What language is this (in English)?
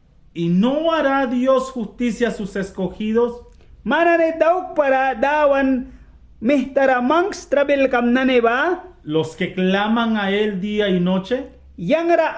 Mískito